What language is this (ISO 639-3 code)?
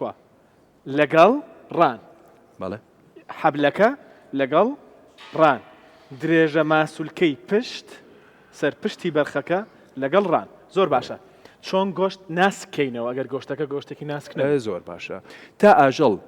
ckb